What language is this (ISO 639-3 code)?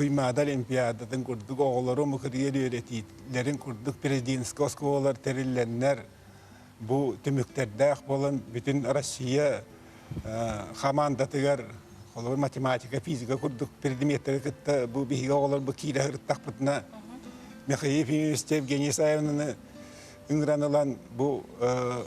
sah